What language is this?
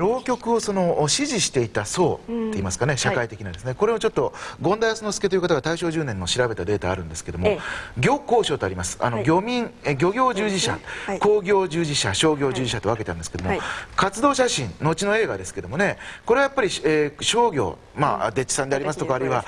Japanese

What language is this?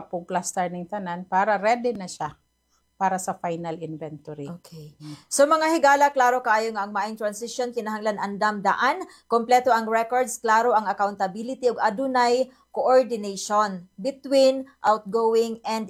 Cebuano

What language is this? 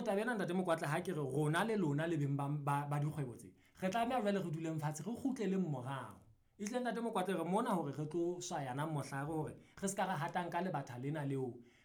Southern Sotho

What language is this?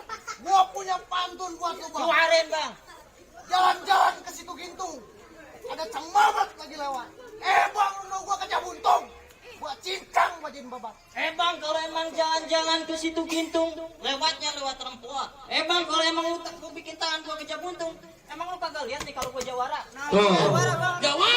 Betawi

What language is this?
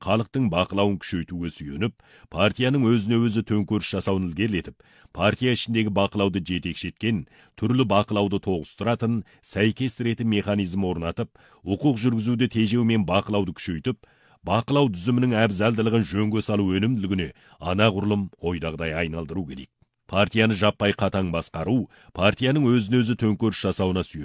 Kazakh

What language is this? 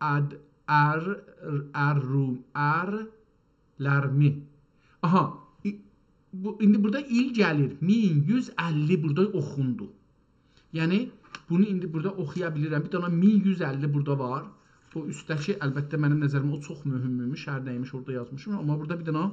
South Azerbaijani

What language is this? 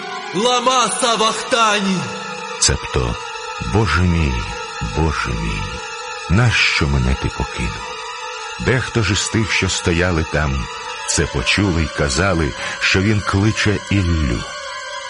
Ukrainian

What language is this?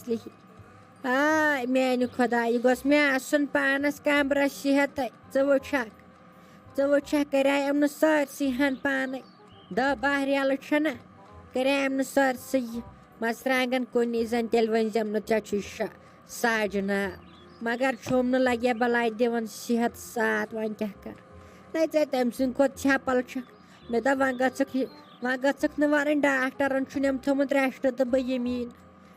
Kashmiri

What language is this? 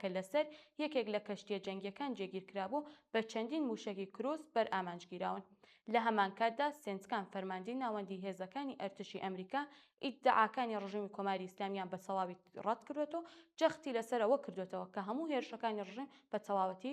Central Kurdish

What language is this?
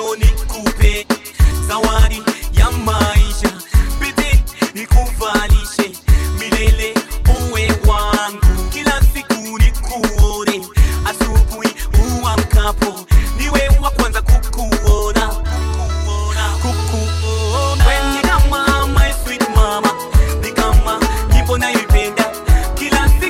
Swahili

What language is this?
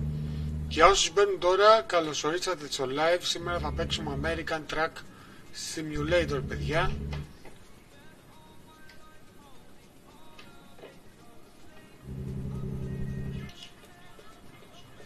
Greek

